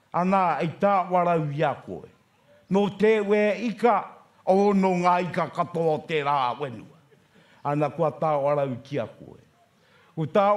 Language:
Māori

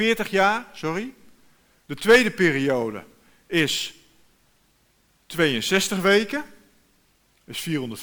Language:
Dutch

